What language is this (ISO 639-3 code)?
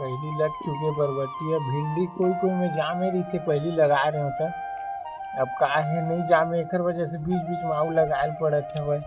hne